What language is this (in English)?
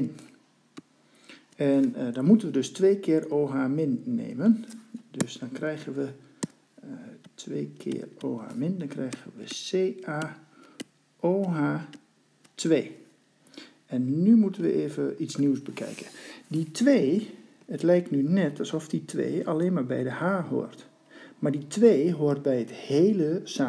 Dutch